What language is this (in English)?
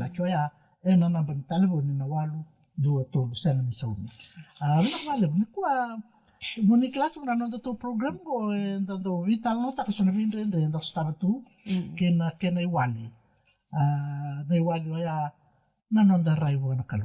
Fijian